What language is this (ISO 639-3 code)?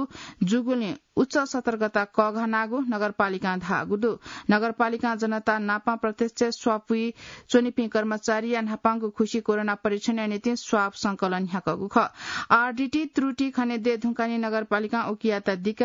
new